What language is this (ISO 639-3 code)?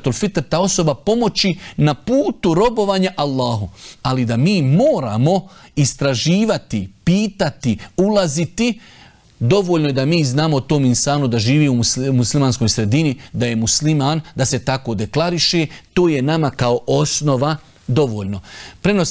bos